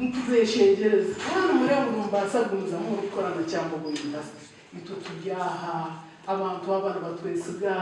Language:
Nyankole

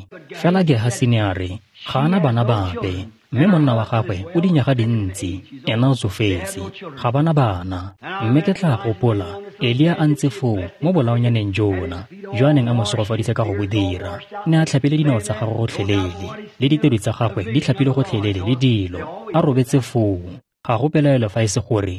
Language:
Tswana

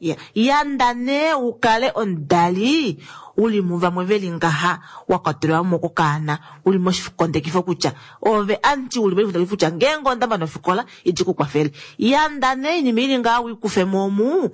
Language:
Kuanyama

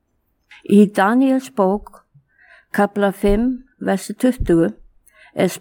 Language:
Icelandic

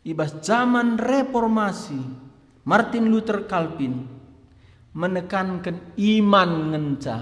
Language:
Batak Karo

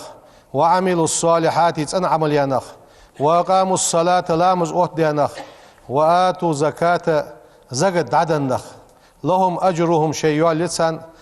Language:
Ingush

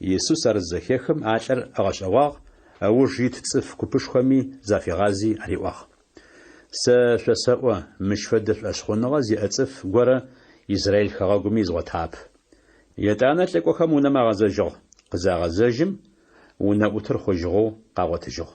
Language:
Adyghe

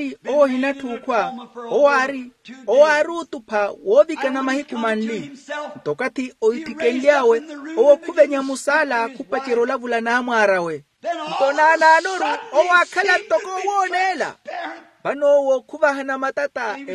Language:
Makhuwa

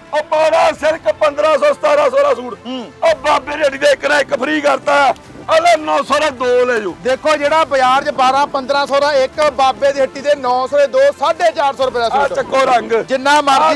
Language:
Punjabi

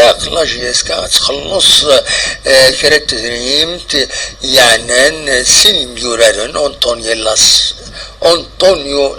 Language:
Kabyle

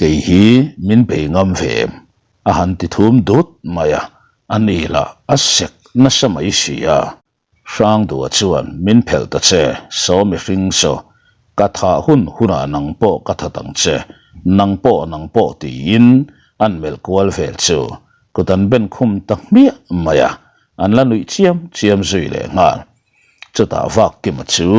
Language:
Mizo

